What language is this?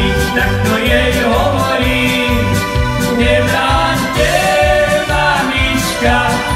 Slovak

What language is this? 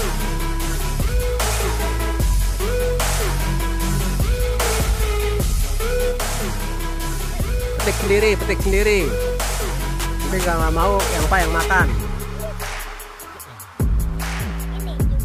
Indonesian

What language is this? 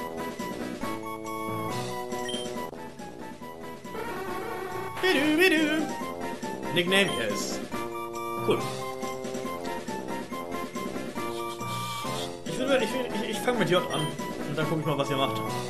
German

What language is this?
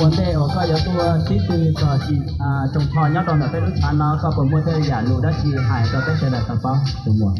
Hmong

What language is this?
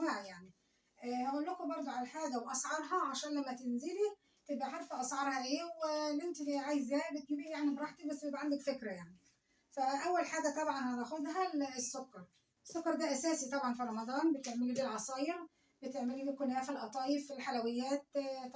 Egyptian Arabic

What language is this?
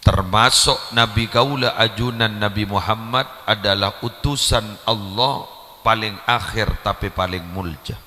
Madurese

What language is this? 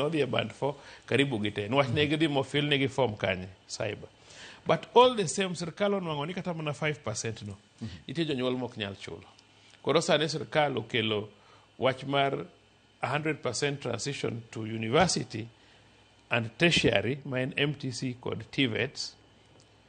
Luo (Kenya and Tanzania)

